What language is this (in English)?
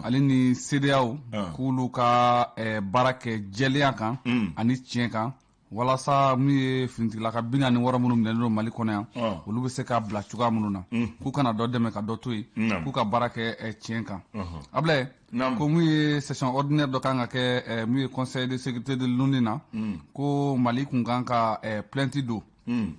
Bambara